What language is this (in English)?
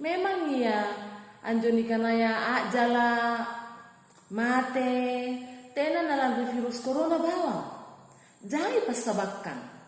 Makasar